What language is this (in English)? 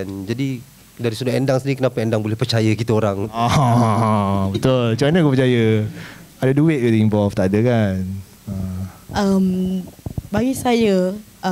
Malay